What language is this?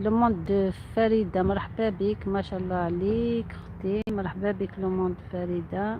Algerian Arabic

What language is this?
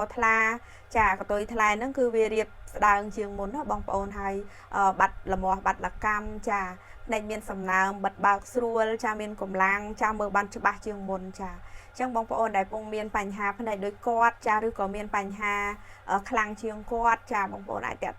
Khmer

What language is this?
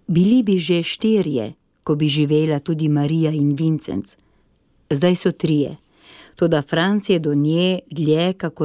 Slovenian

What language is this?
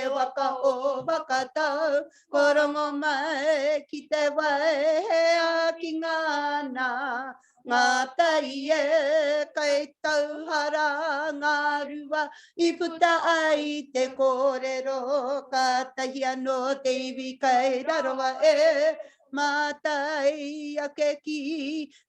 Māori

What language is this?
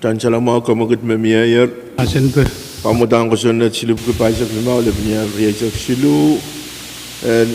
Pohnpeian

